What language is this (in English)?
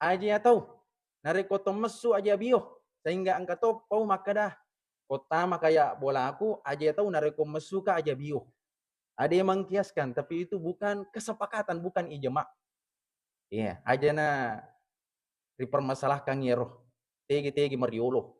Buginese